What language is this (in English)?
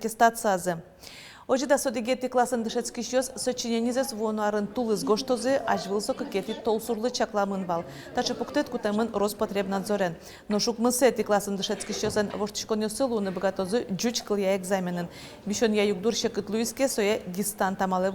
Udmurt